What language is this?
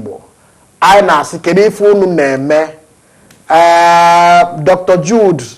Igbo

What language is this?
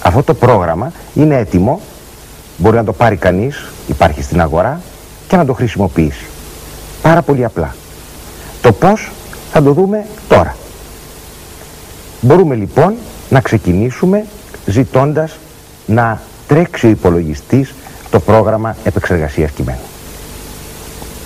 Greek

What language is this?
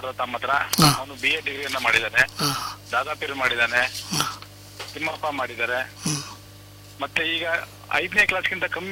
Kannada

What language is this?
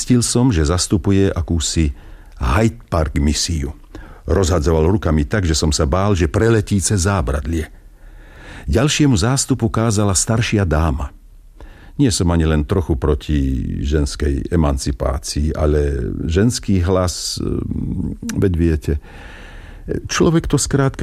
Slovak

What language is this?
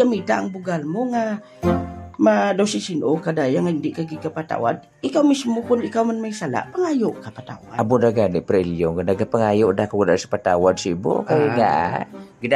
Hiligaynon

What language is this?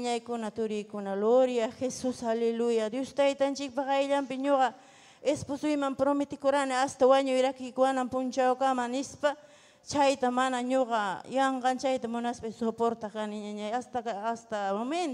Ayacucho Quechua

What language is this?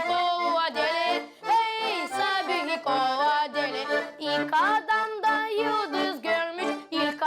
Gagauz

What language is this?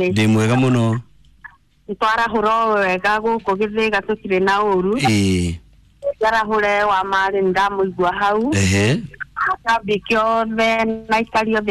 Kikuyu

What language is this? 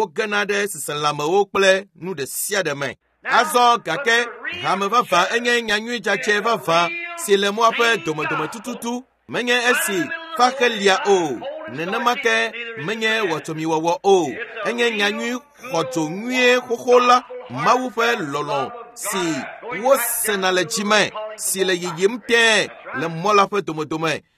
Ewe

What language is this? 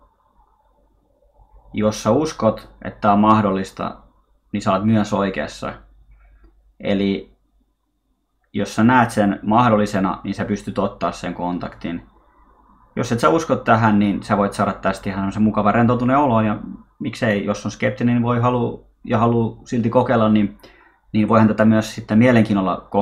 Finnish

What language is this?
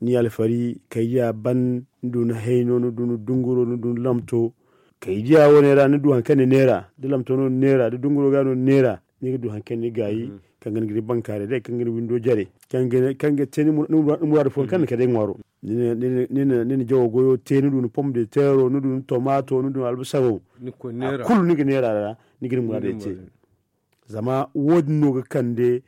Zarma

